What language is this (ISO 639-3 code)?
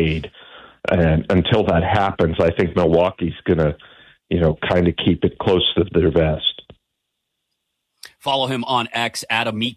eng